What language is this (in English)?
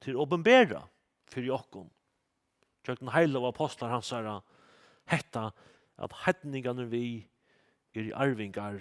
Faroese